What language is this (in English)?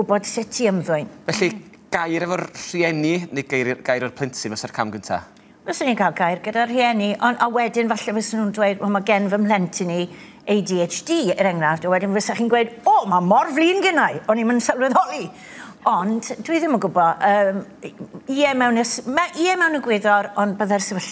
Welsh